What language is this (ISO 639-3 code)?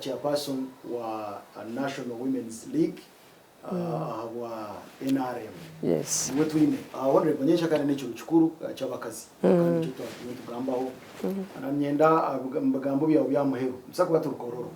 nyn